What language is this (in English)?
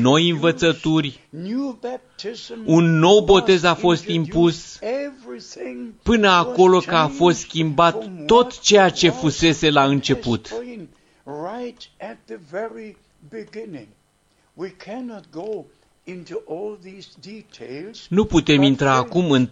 Romanian